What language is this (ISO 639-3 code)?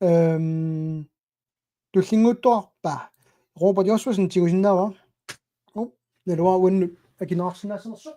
kal